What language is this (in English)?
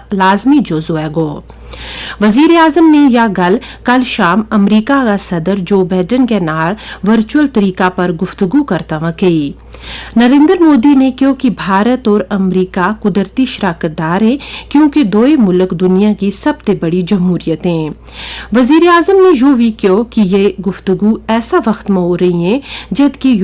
Gujari